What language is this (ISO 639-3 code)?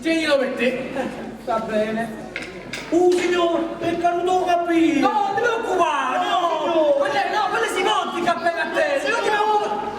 nap